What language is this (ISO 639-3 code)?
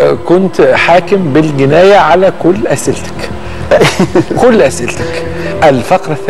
arz